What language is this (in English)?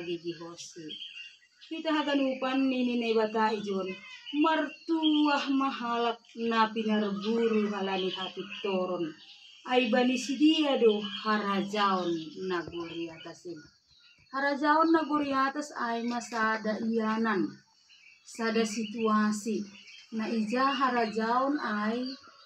Batak Simalungun